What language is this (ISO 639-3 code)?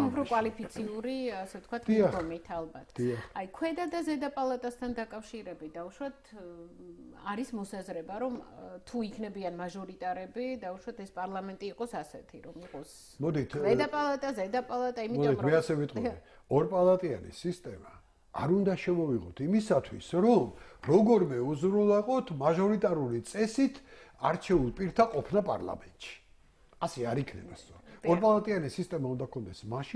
kat